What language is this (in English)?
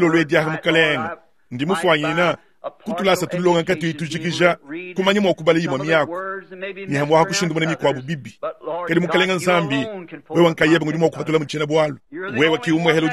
Luba-Lulua